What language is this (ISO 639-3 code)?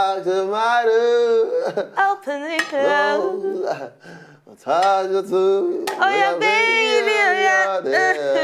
pcm